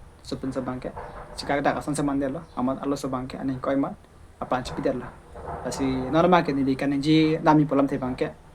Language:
Karbi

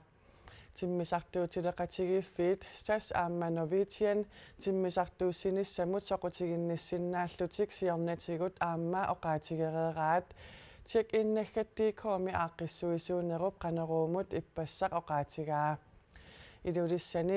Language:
Kalaallisut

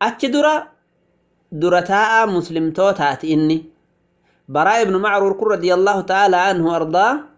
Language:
Oromo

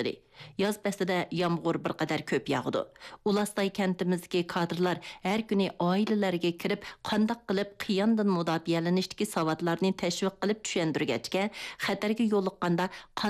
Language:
Uyghur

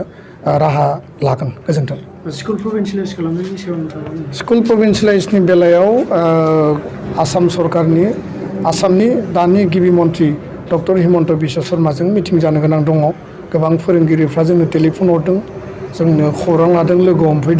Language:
Bodo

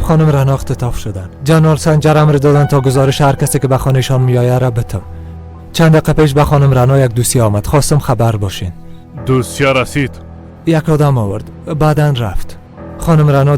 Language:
Persian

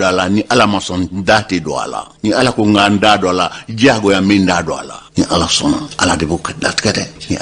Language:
Bambara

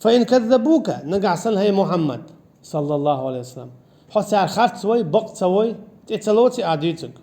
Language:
Chechen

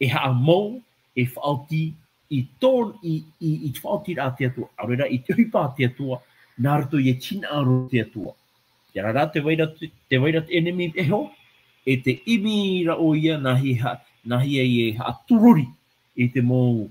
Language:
Tahitian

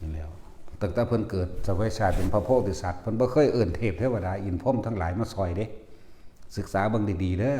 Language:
Northeastern Thai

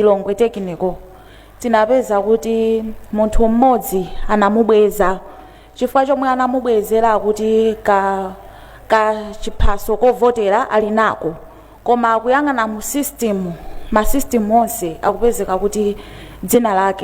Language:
Nyanja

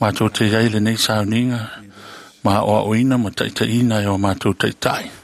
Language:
Samoan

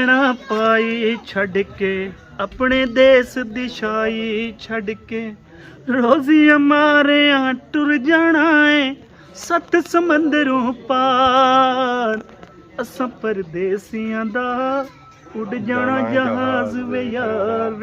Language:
Pahari-Potwari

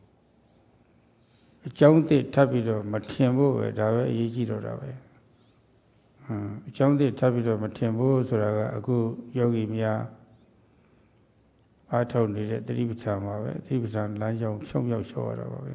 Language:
Burmese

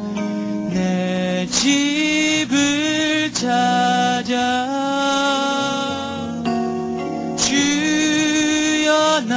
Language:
Korean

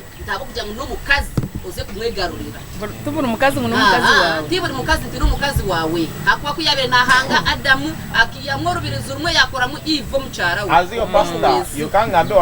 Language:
Nyankole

